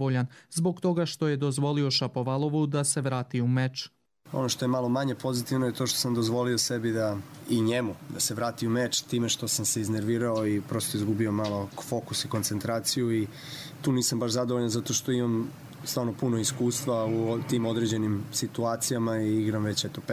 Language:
Croatian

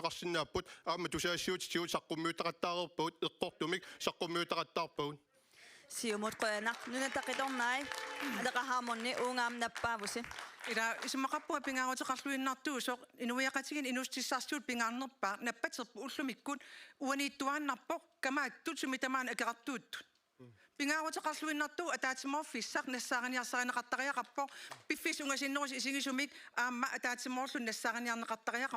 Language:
Kalaallisut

